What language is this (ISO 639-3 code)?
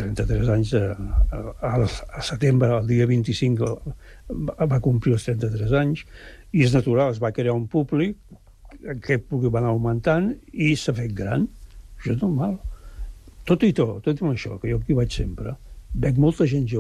cat